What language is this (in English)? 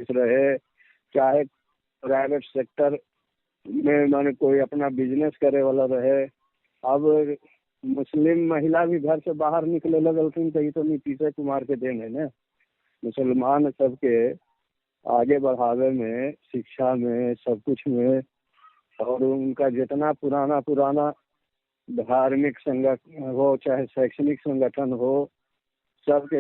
Magahi